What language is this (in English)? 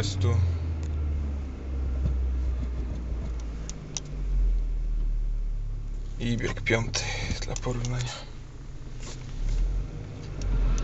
Polish